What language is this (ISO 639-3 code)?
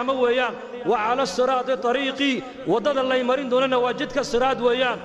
som